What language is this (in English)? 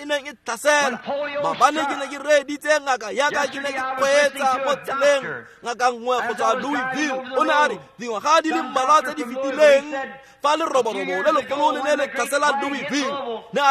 Tswana